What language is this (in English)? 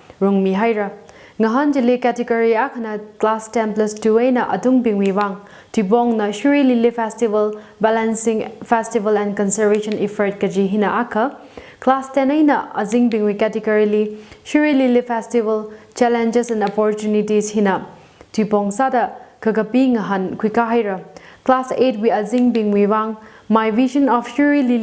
Tangkhul Naga (India)